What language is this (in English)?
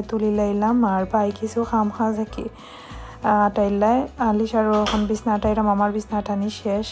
Sylheti